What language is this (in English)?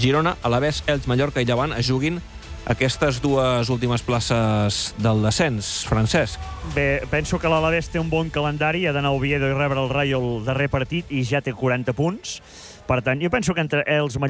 Catalan